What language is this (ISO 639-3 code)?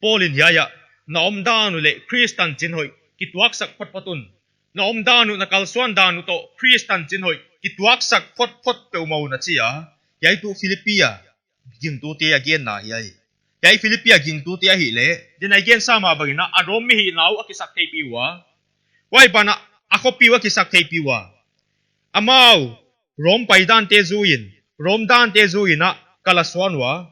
pck